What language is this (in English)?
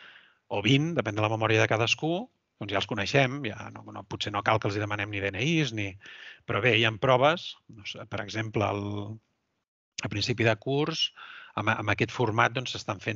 Catalan